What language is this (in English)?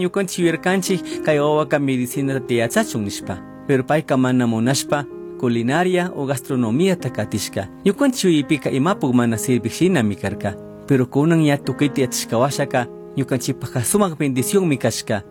Chimborazo Highland Quichua